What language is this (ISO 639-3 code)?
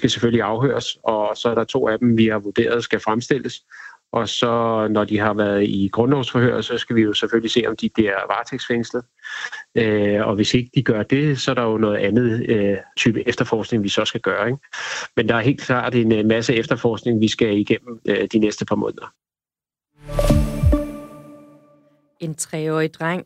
dan